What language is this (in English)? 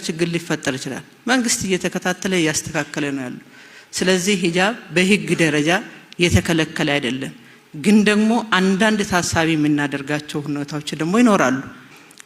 Amharic